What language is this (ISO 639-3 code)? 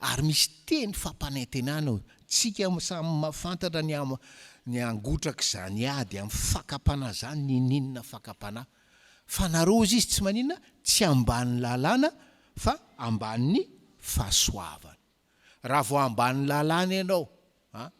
mlg